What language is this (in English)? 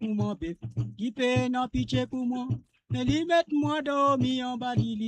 Morisyen